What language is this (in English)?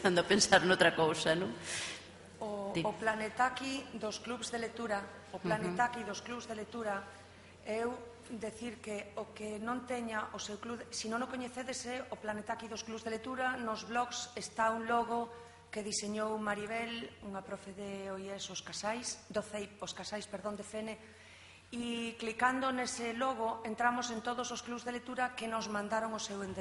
Galician